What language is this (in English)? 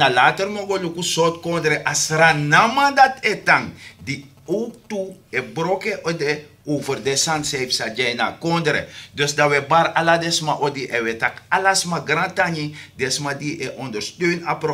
Sranan Tongo